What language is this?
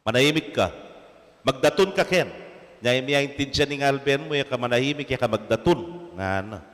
Pampanga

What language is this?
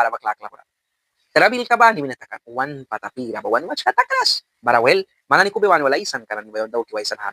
Mískito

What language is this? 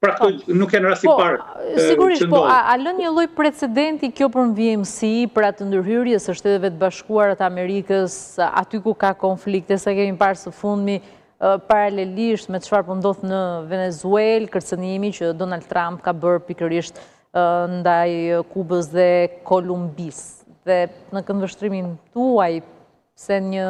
Albanian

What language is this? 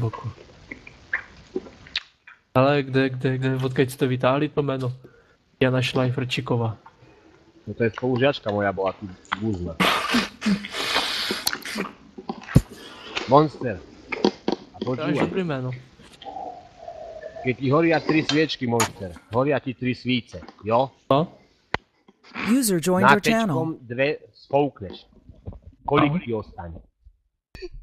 Slovak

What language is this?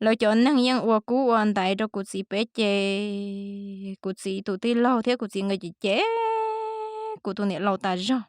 Hmong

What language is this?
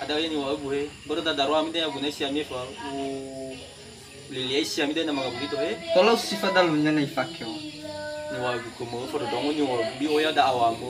Nias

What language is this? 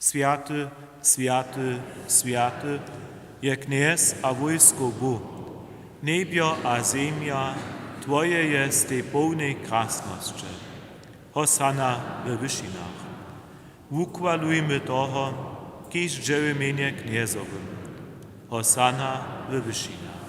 Upper Sorbian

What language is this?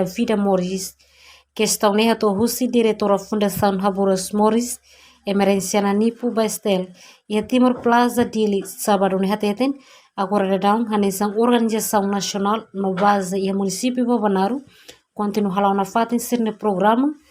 Tetum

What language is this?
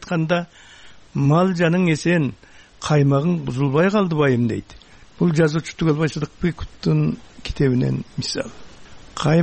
Kyrgyz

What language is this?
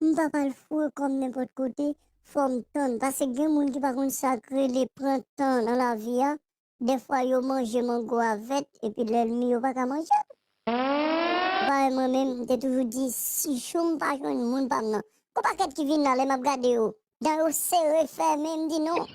Haitian Creole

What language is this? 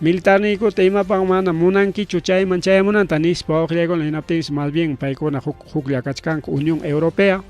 Ayacucho Quechua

